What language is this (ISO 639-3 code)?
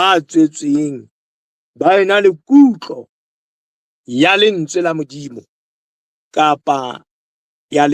sot